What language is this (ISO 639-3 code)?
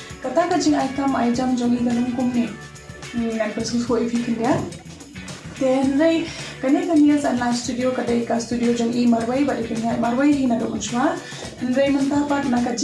kha